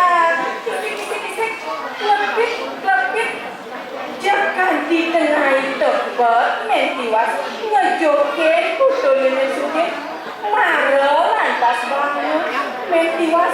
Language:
Balinese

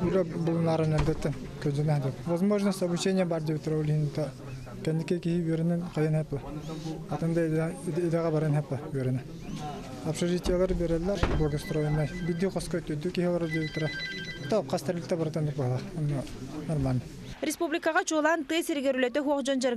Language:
Yakut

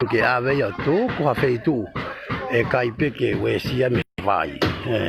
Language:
Tongan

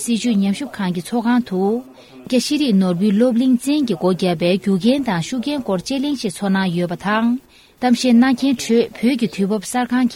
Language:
Tibetan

